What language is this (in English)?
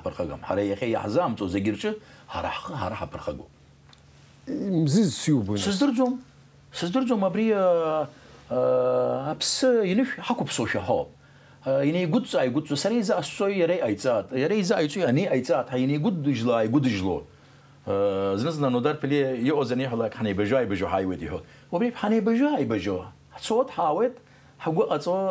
Abkhazian